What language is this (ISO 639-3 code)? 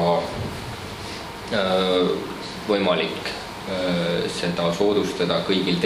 est